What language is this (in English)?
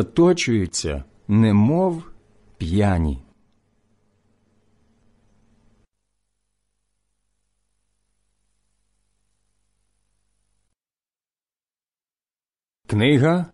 Ukrainian